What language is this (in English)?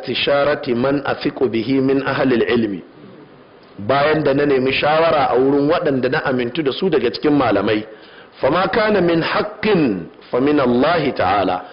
Hausa